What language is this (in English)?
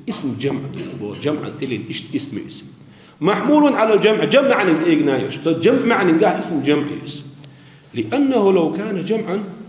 Chechen